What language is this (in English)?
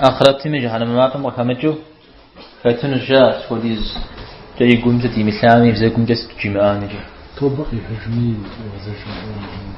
Kabardian